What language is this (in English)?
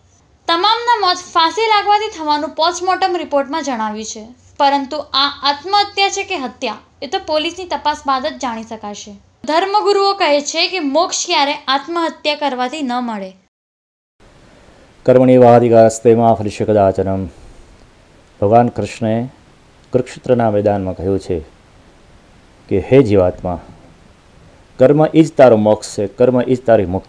Gujarati